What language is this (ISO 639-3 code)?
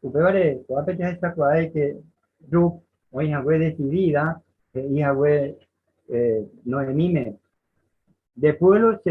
grn